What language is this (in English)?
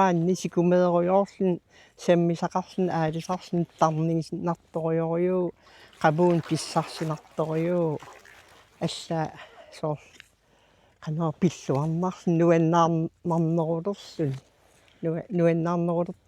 Kalaallisut